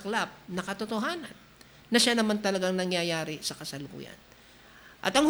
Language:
Filipino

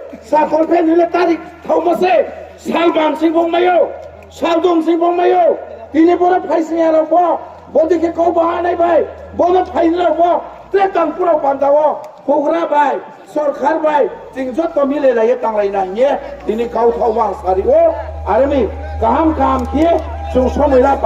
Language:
Riang (India)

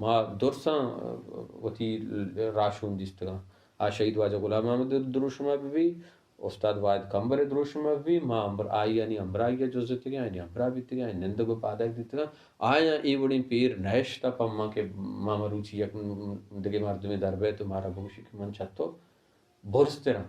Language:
Baluchi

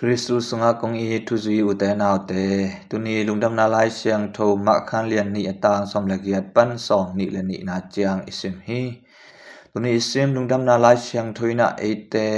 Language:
Tedim Chin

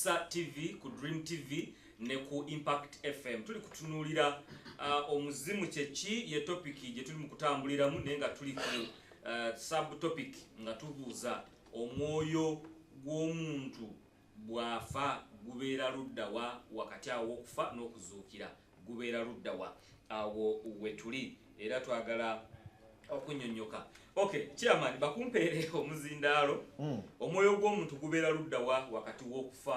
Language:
Ganda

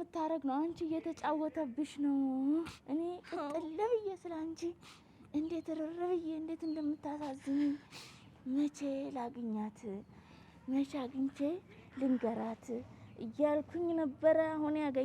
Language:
Amharic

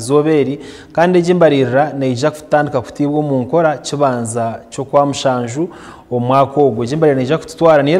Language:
Nyankole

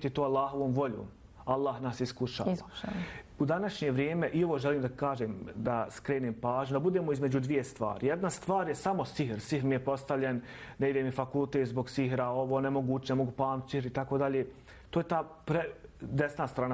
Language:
Bosnian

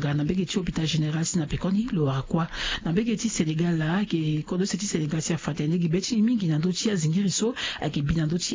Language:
Sango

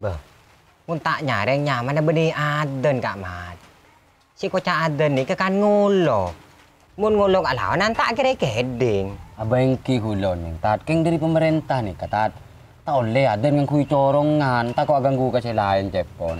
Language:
Madurese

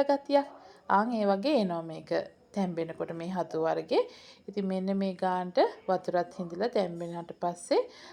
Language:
Sinhala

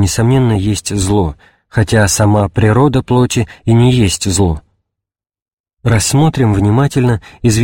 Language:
Russian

